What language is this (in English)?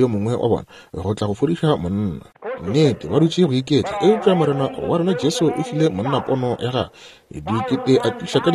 Northern Sotho